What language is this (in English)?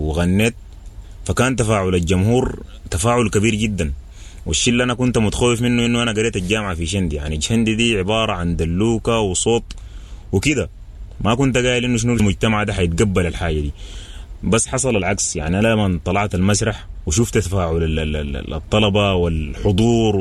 Sudanese Arabic